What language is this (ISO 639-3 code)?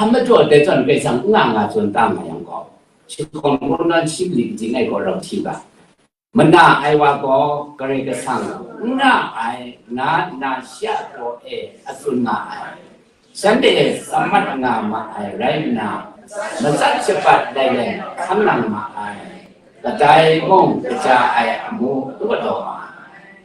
kac